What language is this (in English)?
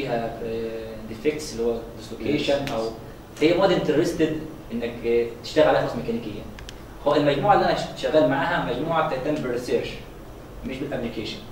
Egyptian Arabic